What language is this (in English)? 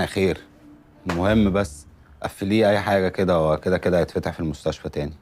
Egyptian Arabic